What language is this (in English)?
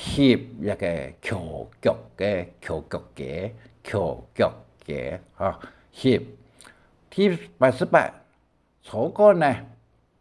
Hakka Chinese